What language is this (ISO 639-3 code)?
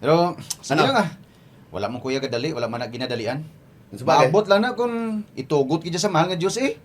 hil